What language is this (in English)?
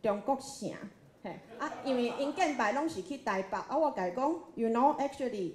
Min Nan Chinese